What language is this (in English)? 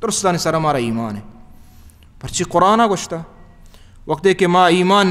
Baluchi